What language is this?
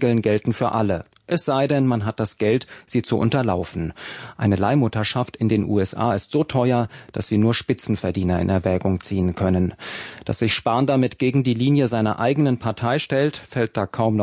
German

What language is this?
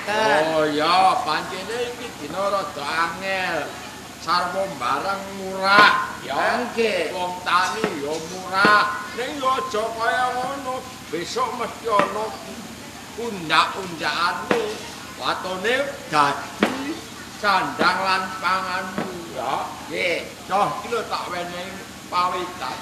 Javanese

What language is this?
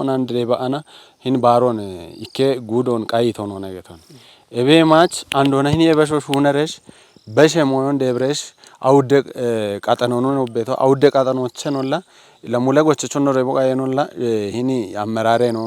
Kafa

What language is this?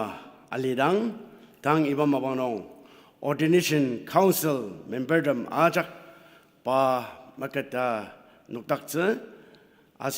Ao Naga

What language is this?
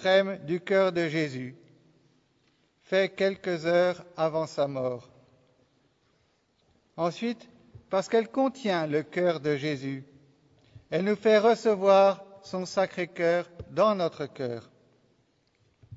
French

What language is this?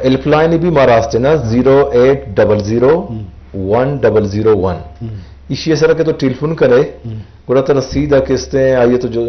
Eastern Balochi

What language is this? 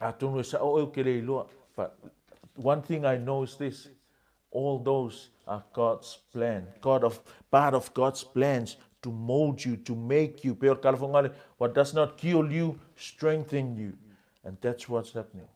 Samoan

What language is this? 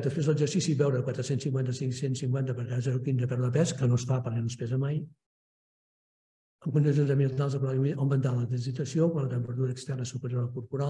Catalan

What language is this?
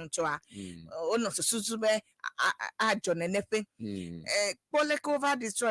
Ewe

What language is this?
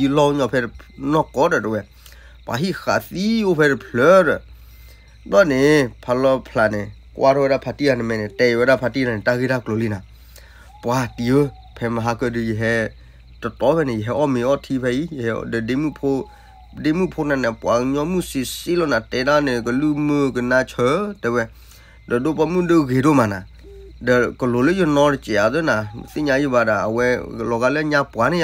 S'gaw Karen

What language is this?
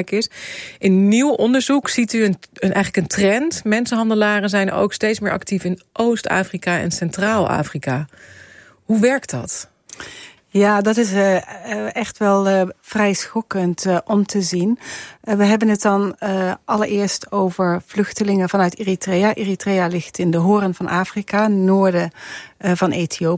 Dutch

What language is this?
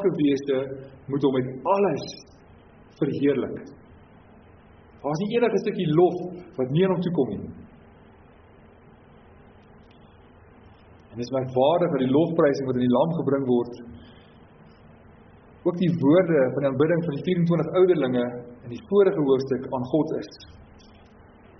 Afrikaans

